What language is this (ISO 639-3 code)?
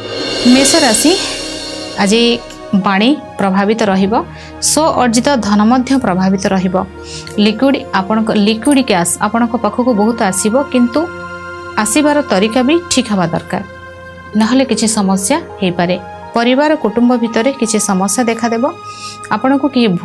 ori